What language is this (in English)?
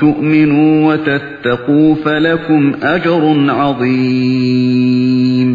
Uyghur